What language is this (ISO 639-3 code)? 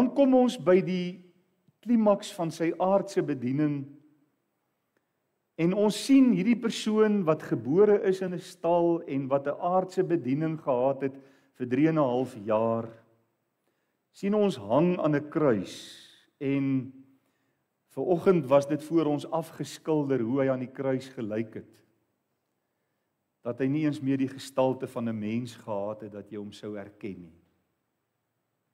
afr